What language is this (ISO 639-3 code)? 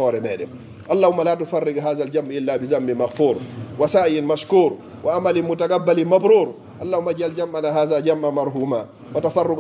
ful